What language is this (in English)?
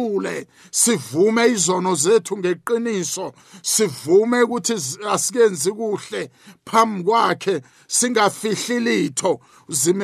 South Ndebele